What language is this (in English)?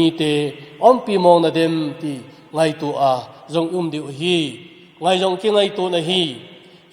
Thado Chin